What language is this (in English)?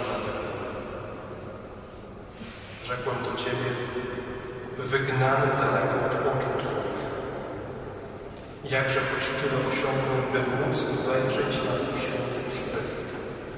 Polish